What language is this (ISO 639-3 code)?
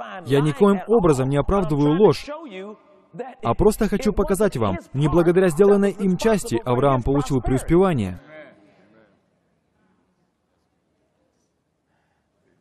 rus